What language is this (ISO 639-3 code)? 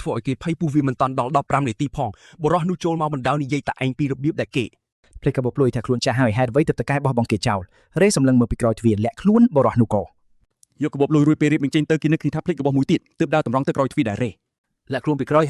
khm